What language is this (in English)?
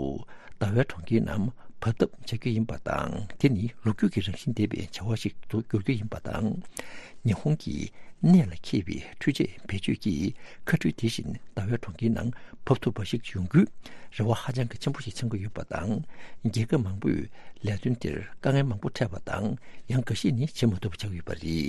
Tibetan